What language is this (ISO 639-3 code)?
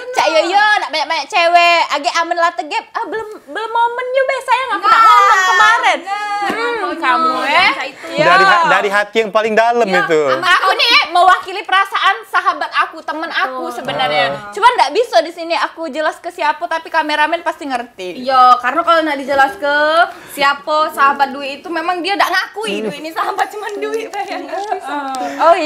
mui